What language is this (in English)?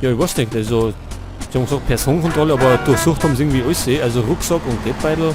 Bavarian